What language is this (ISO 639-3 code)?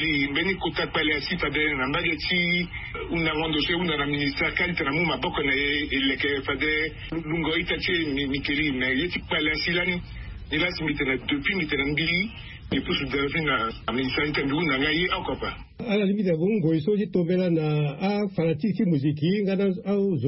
sag